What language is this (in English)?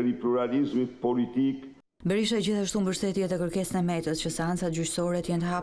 Albanian